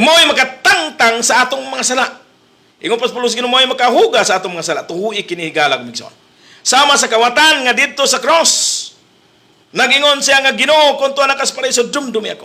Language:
Cebuano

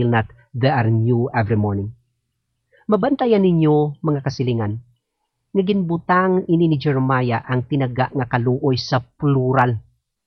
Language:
Hiligaynon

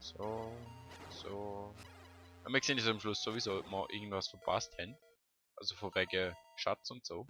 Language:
Swiss German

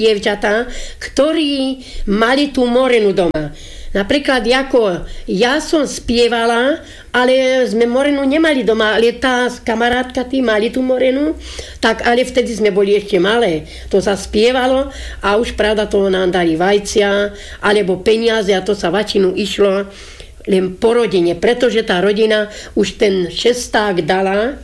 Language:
Slovak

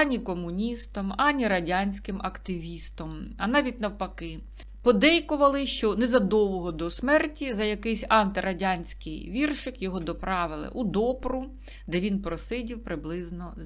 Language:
Ukrainian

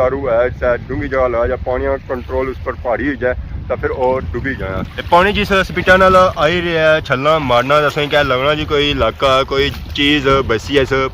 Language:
Pahari-Potwari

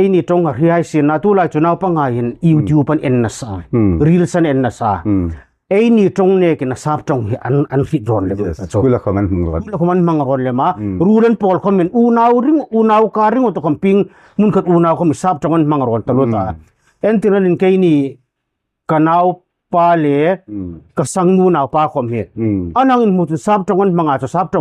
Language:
Hmar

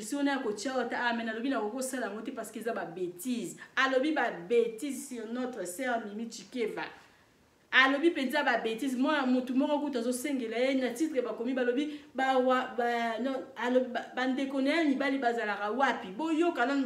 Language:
Lingala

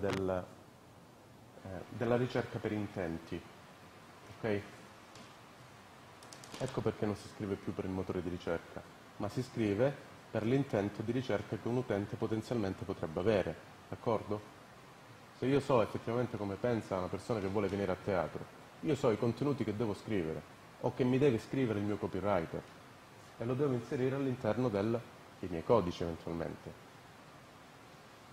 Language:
Italian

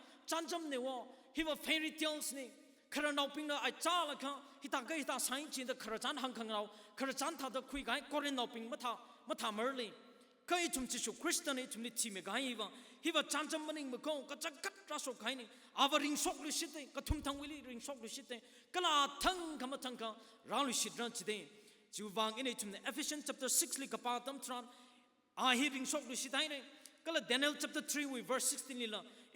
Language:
Tangkhul Naga (India)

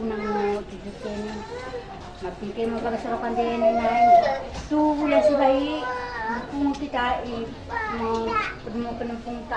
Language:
Batak Toba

